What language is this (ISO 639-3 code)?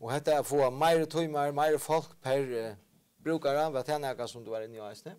fao